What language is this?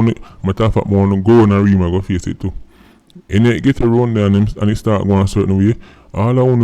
Jamaican Creole English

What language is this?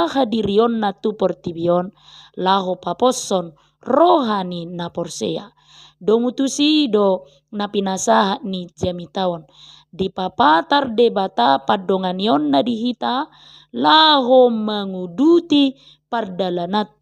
Batak Toba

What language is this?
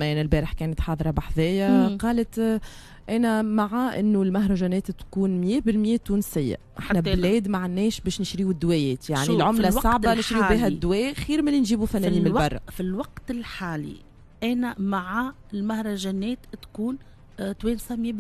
Tunisian Arabic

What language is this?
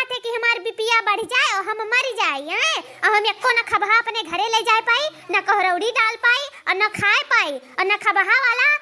Awadhi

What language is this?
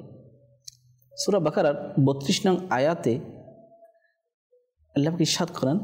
Bangla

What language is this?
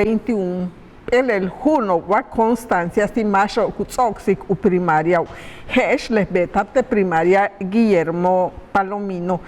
Yucateco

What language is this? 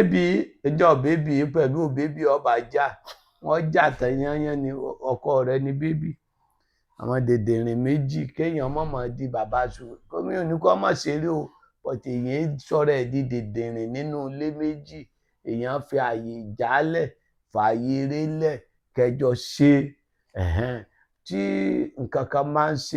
Yoruba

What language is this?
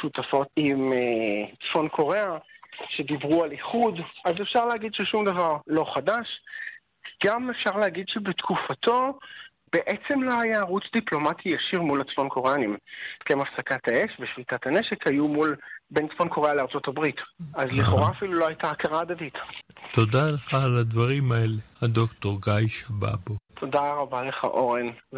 Hebrew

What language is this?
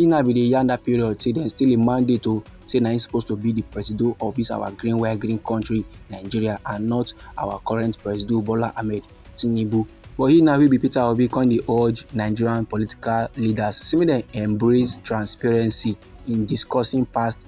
Nigerian Pidgin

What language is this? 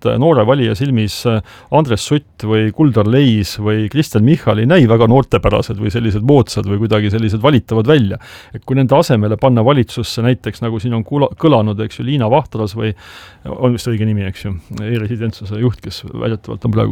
Estonian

